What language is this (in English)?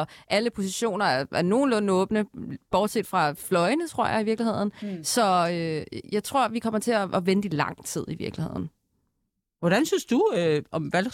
Danish